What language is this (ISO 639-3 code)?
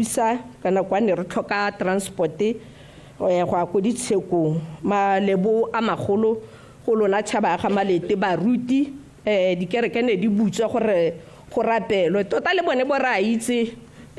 tsn